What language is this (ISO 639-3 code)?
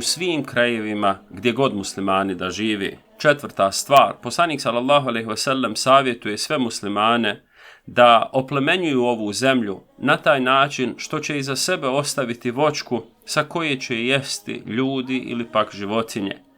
bos